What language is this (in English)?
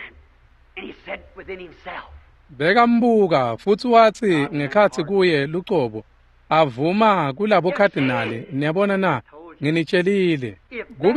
Swati